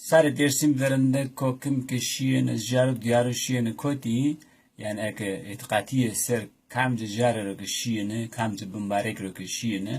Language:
Zaza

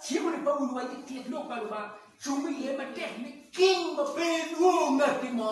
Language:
Acoli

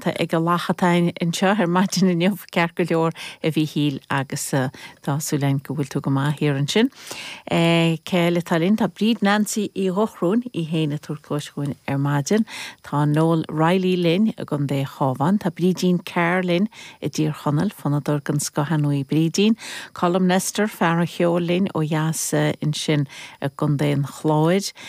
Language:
Irish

